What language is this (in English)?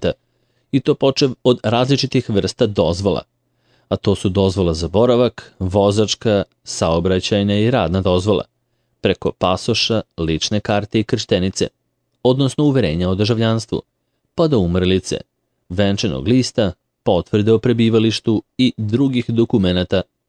Serbian